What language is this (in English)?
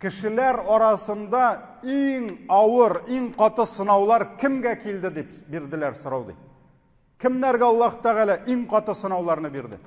Tatar